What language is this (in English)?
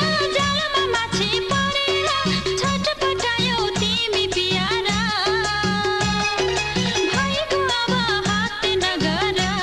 Bhojpuri